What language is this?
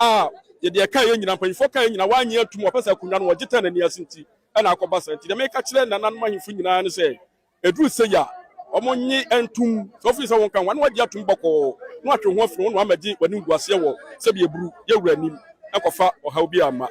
Akan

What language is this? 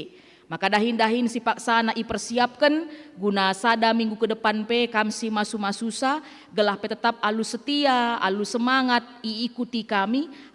Batak Karo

